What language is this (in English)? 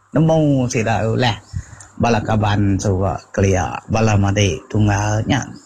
Iban